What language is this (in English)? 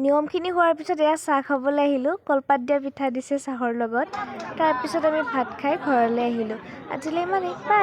Assamese